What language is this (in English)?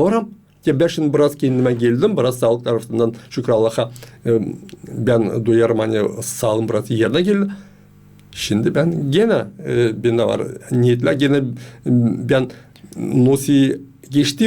Gagauz